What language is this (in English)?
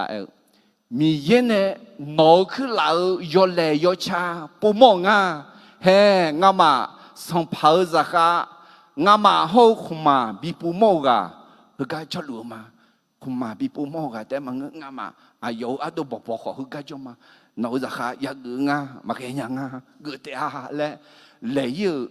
Akha